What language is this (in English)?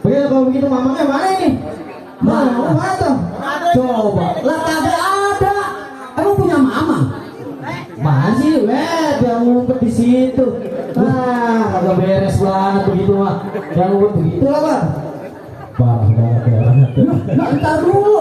Betawi